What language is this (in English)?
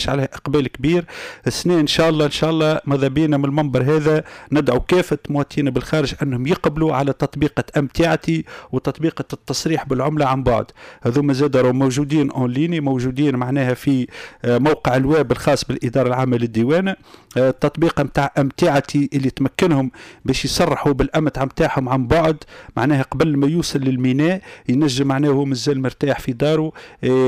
Tunisian Arabic